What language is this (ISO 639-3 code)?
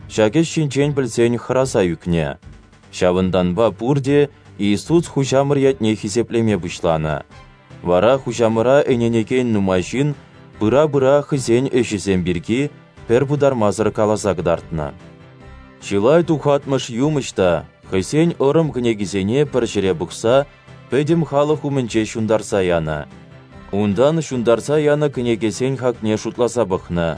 chv